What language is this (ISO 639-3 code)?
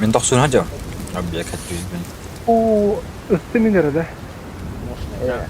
sah